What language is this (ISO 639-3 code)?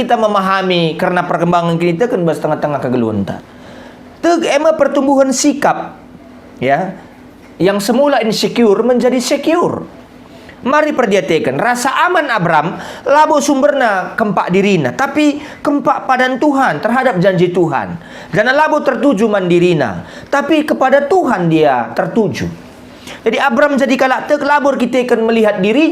btx